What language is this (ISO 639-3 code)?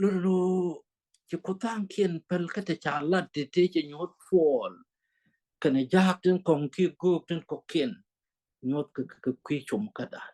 nus